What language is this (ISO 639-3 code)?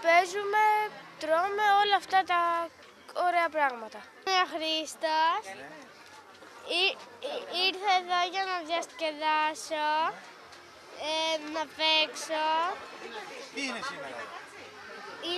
ell